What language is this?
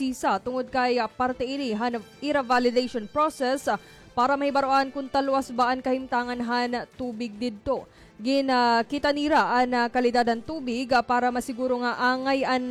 Waray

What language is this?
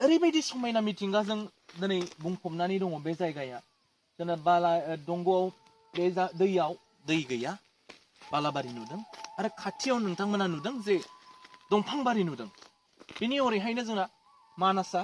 Bodo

